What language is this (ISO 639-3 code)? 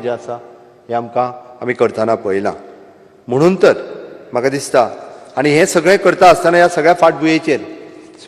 kok